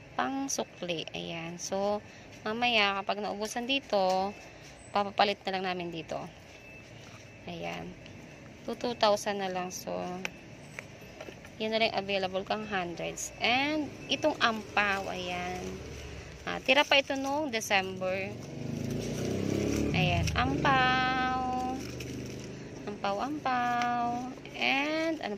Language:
Filipino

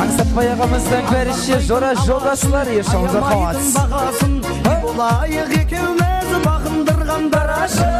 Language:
Kara-Kalpak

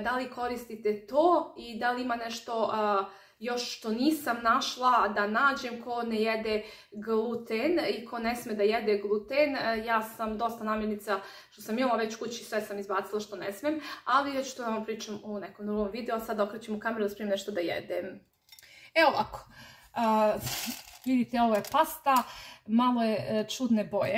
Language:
Serbian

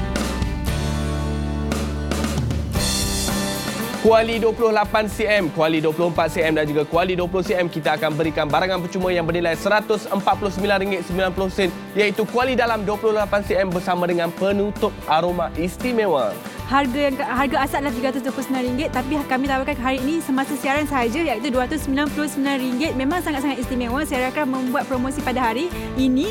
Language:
Malay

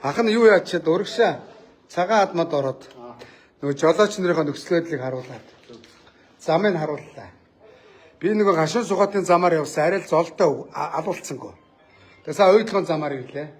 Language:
Mongolian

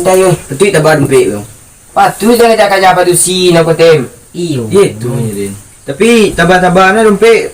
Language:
Minangkabau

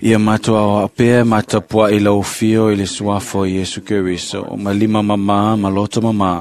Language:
Samoan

